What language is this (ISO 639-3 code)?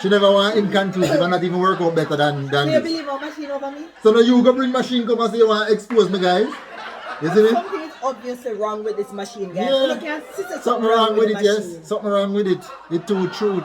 jam